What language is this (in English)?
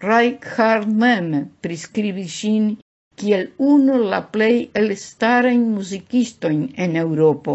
Esperanto